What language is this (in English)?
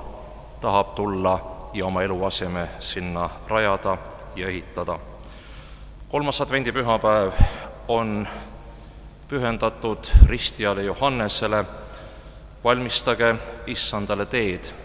Estonian